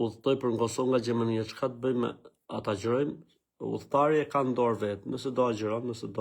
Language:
Albanian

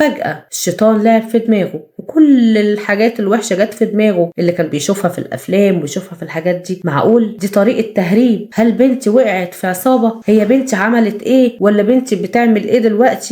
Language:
Egyptian Arabic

